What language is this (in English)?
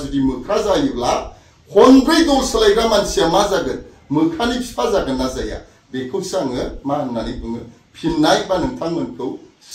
Bodo